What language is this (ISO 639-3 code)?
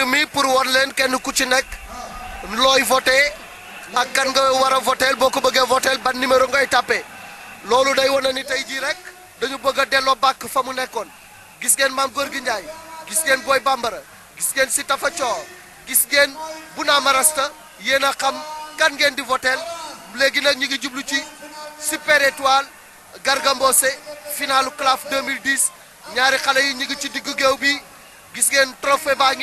wol